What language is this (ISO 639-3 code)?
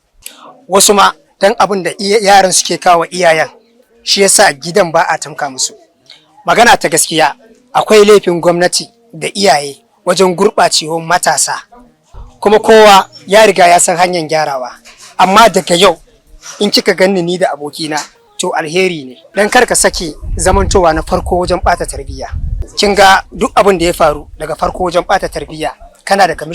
hau